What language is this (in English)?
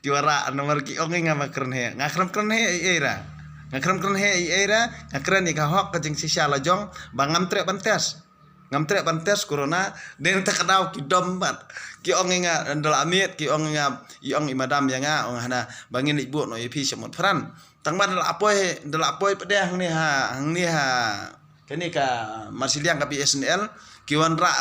Khasi